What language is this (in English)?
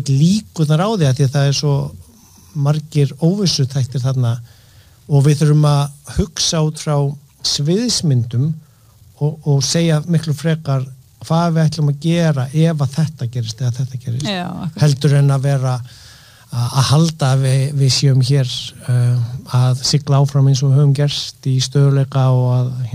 Icelandic